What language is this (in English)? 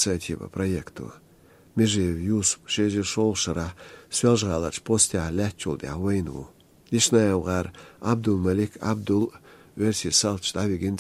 Chechen